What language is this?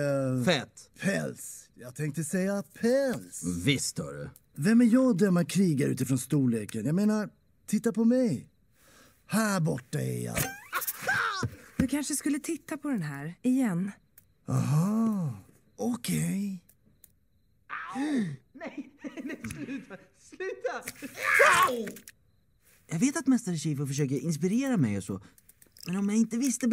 Swedish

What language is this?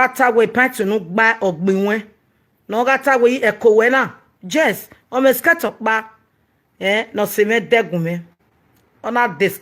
Nigerian Pidgin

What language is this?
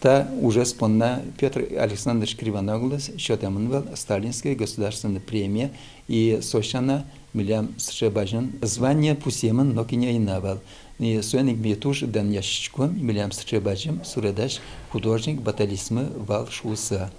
Udmurt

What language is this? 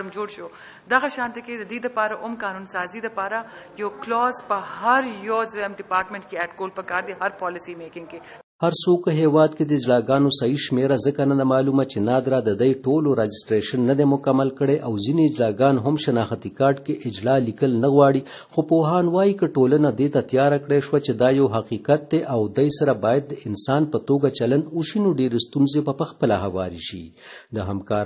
Pashto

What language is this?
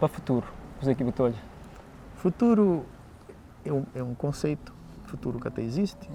Kabuverdianu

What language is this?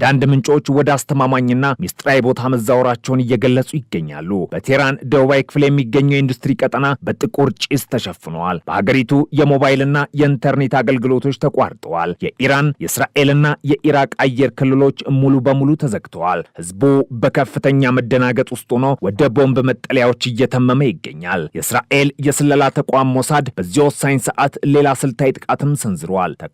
Amharic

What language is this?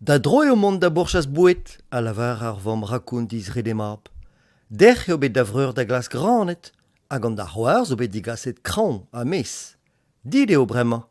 Breton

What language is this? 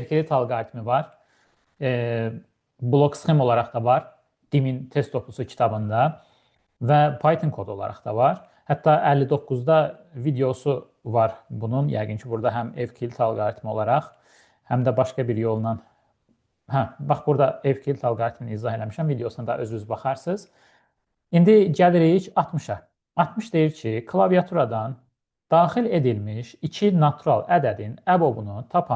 Azerbaijani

